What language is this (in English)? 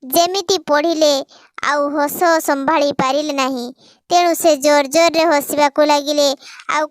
Odia